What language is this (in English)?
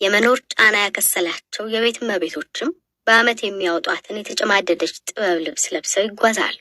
Amharic